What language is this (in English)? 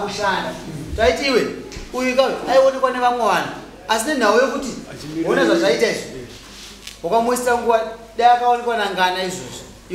Shona